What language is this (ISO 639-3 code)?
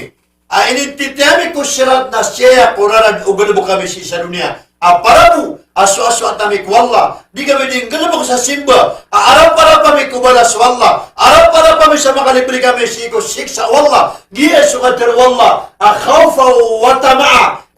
mrw